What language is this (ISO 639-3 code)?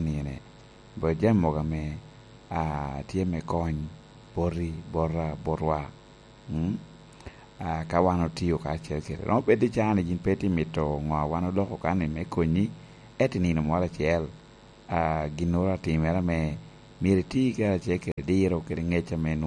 laj